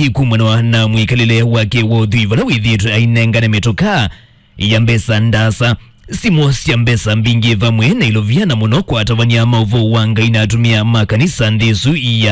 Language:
Kamba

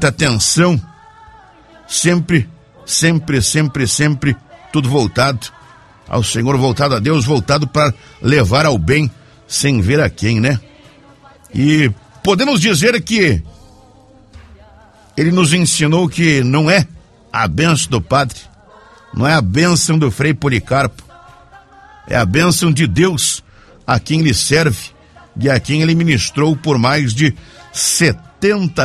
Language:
Portuguese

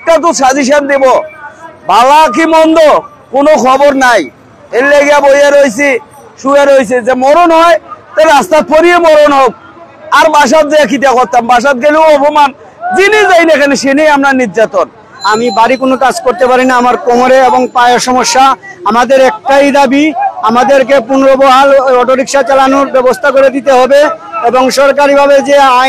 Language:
Sylheti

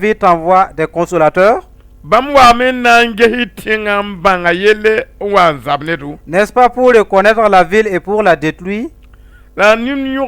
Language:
Mossi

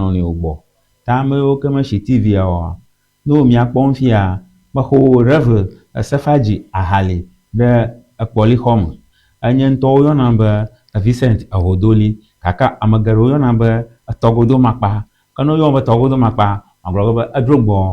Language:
Ewe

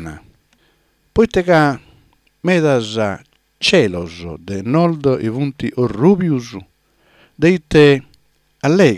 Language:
Sardinian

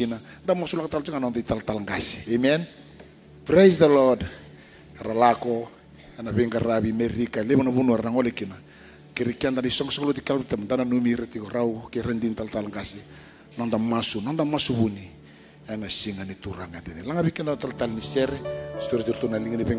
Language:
Fijian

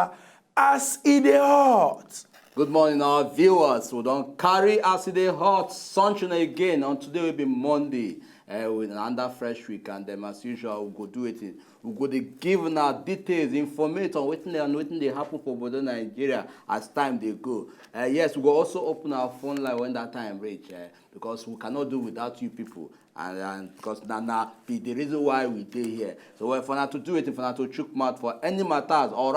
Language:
Nigerian Pidgin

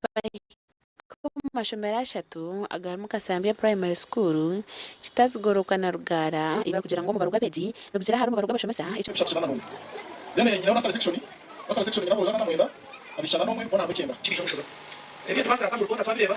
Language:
Nyankole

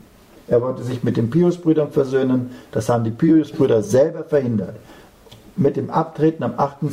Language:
German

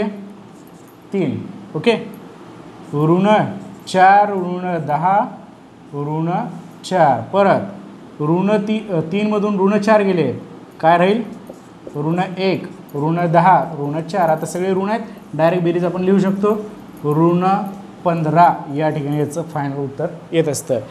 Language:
Marathi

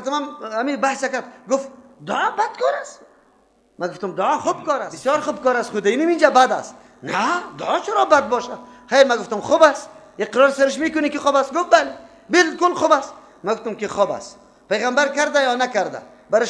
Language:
Persian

